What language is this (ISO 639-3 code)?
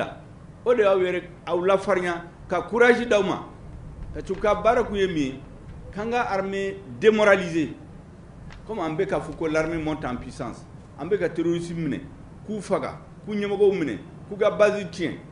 bam